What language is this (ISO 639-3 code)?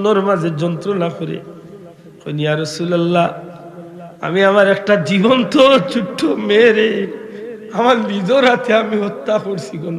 syl